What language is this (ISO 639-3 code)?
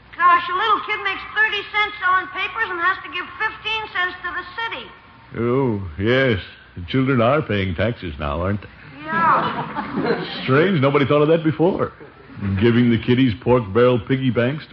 eng